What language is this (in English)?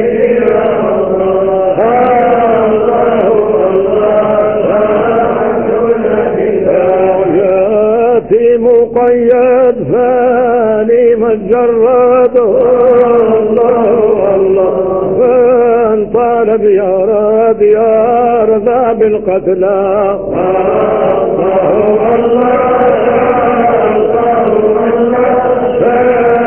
Arabic